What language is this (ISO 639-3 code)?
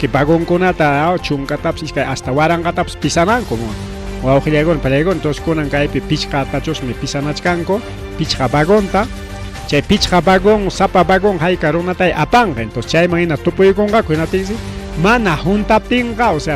quy